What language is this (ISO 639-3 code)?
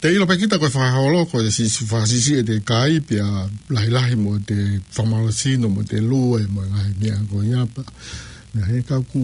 ton